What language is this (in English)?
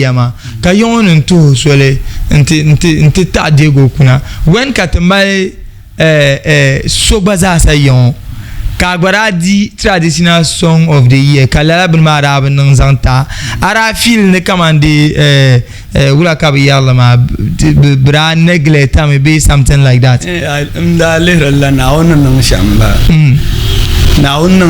Dagbani